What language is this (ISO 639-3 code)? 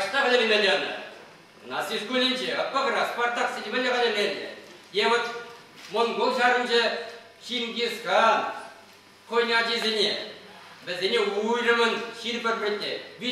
chv